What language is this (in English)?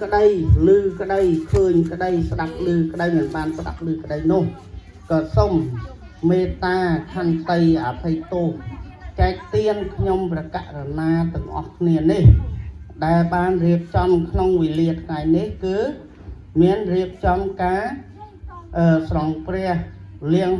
Khmer